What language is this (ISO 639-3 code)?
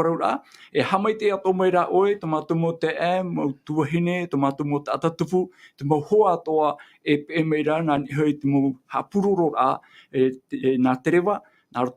tah